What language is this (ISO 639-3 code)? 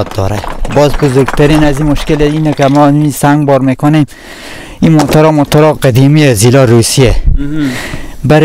fas